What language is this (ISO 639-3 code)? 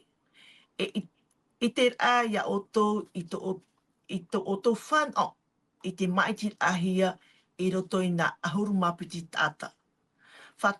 tah